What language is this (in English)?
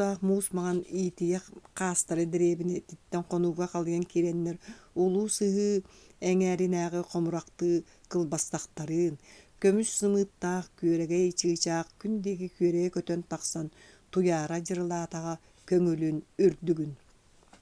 Yakut